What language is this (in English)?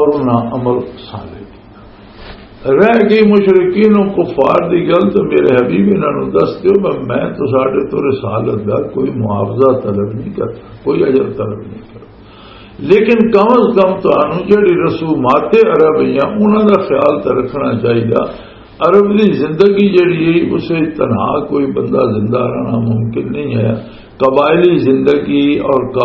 Western Panjabi